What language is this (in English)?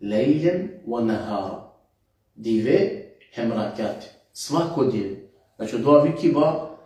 Balkan Romani